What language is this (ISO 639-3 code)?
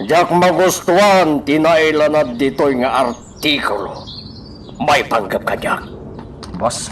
ilo